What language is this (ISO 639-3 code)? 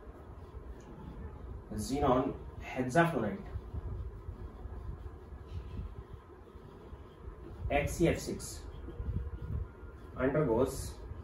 hin